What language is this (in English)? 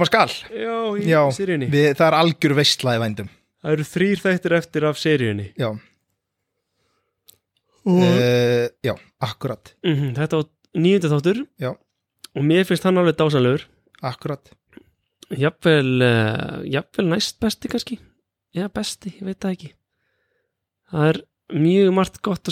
Icelandic